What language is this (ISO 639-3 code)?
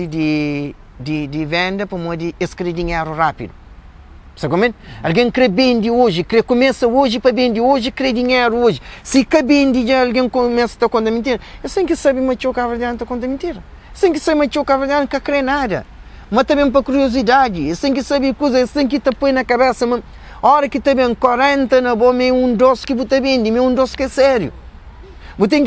kea